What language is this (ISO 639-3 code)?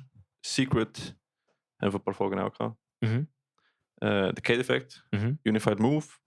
gsw